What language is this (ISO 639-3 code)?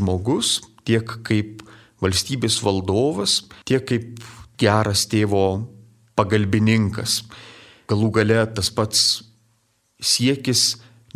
lit